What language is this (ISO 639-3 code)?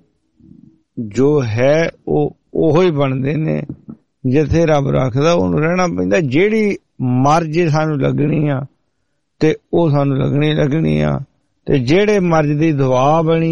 pan